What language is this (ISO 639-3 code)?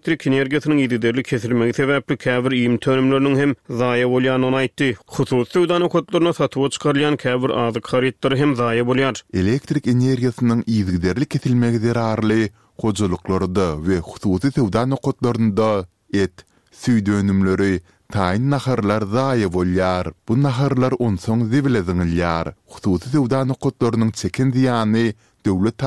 tuk